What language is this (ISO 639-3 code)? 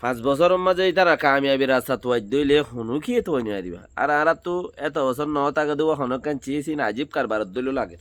rhg